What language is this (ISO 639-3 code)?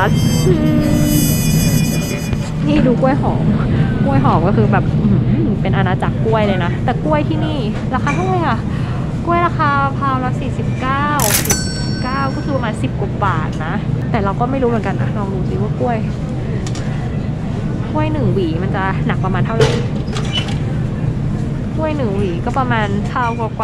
tha